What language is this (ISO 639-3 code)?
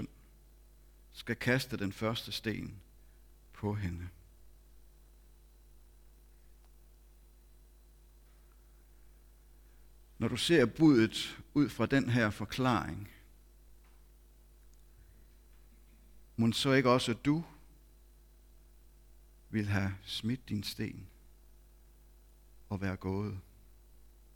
dan